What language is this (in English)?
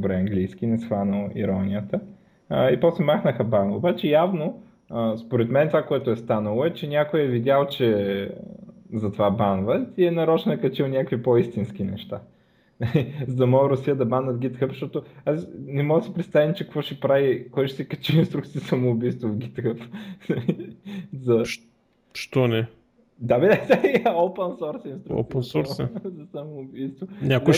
Bulgarian